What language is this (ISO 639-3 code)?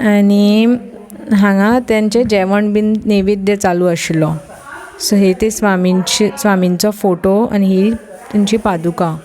kok